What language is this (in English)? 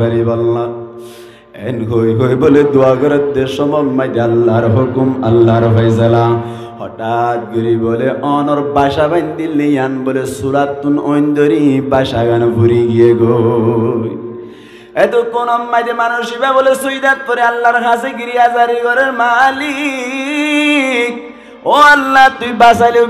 Rohingya